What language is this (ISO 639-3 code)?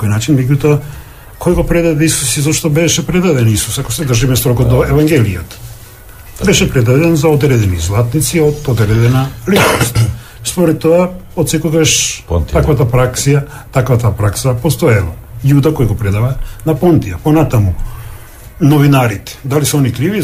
mkd